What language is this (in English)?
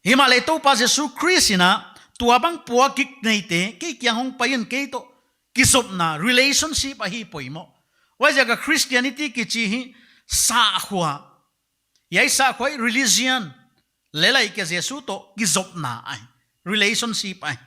Paite Chin